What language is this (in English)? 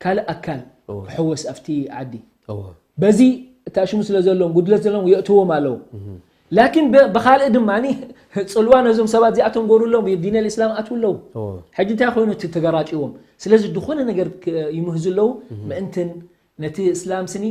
Tigrinya